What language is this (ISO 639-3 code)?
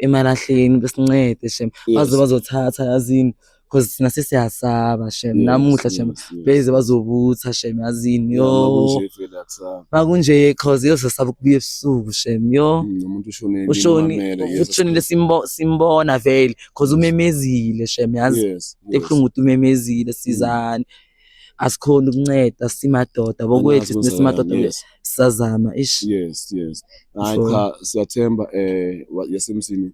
zul